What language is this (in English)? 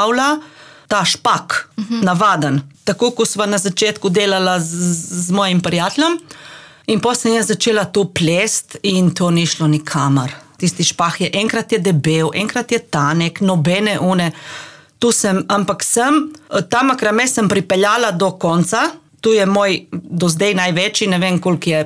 Slovenian